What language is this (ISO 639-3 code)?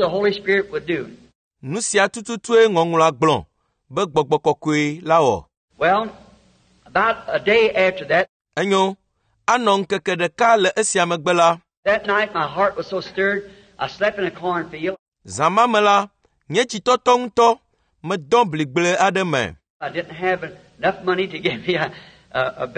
ewe